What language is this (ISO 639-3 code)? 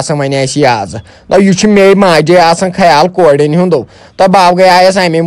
kas